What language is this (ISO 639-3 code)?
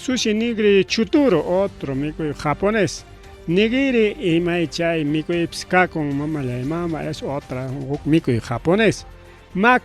quy